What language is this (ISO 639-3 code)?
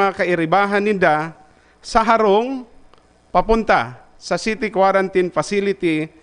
bik